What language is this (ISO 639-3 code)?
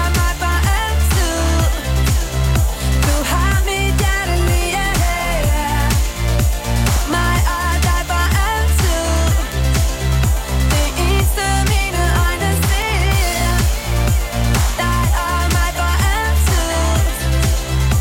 dan